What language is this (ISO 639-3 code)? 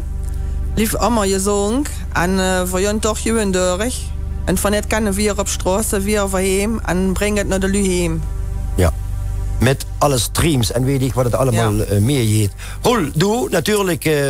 lim